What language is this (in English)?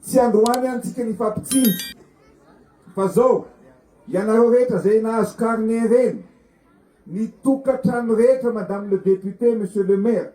Malagasy